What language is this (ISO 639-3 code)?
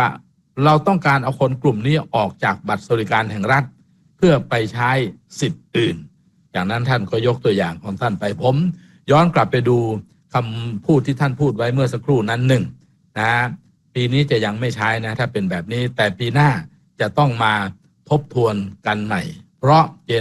tha